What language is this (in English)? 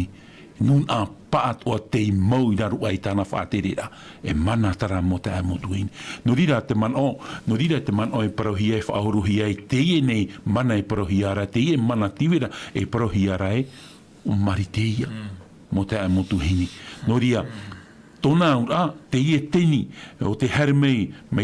Tahitian